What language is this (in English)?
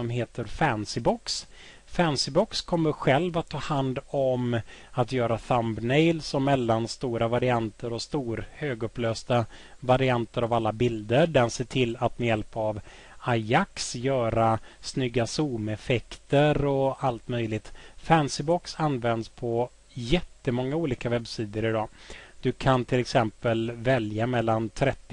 Swedish